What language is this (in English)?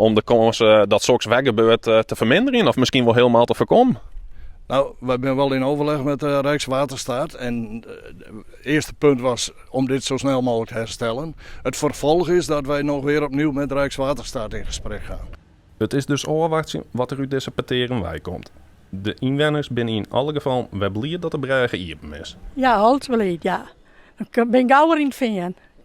Western Frisian